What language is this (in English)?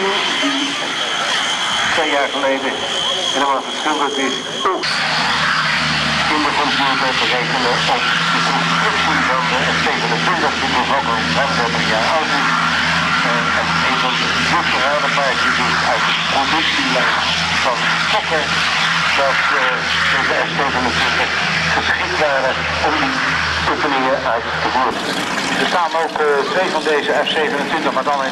Dutch